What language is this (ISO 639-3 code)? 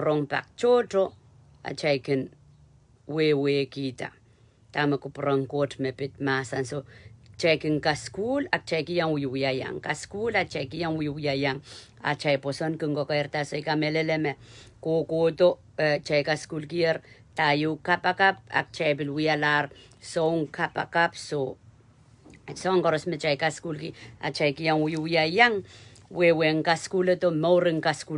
pon